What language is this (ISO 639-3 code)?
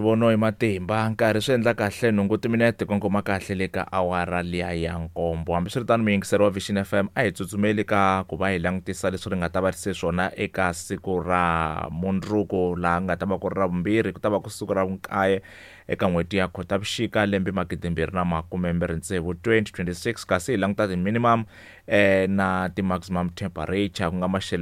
tso